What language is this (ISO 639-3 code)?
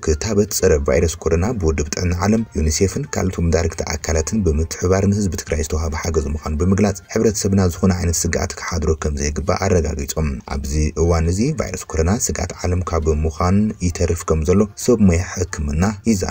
tir